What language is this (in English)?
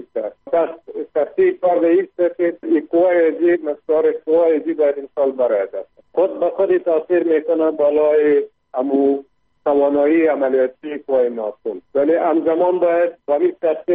Persian